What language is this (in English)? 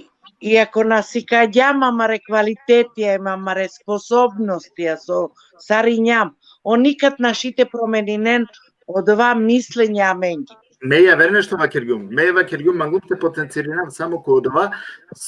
Balkan Romani